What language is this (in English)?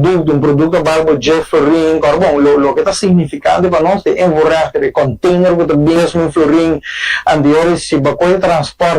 Papiamento